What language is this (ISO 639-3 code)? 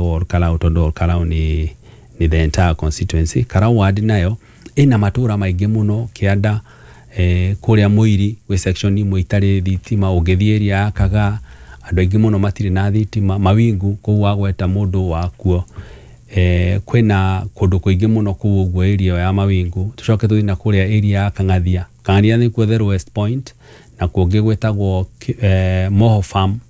kik